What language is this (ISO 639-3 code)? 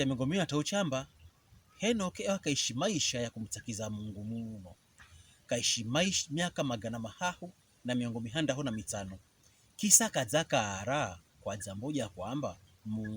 pkb